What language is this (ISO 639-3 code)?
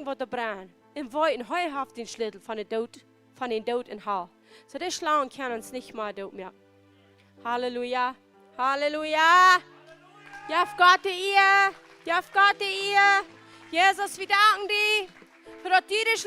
pdt